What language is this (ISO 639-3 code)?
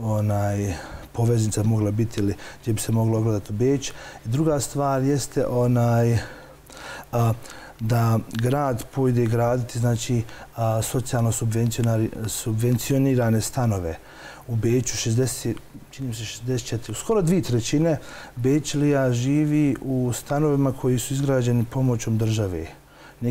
bos